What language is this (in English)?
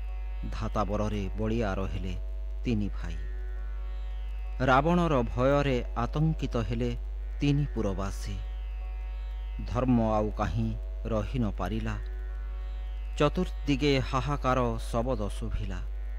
Odia